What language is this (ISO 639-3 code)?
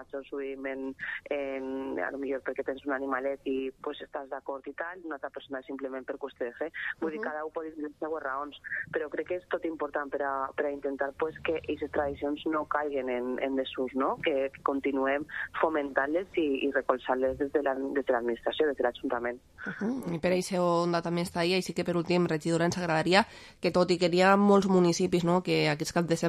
cat